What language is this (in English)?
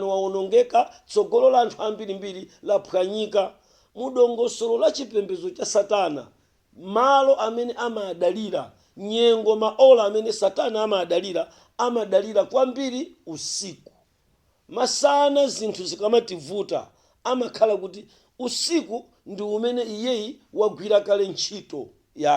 Nyanja